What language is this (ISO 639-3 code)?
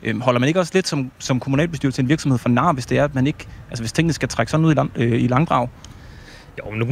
dan